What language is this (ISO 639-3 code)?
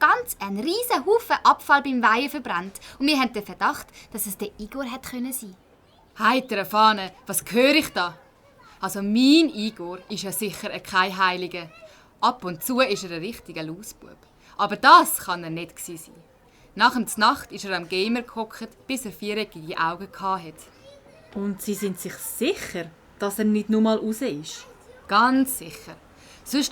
gsw